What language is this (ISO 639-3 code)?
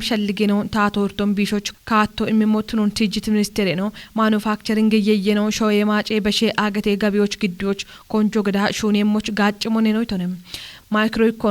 kbr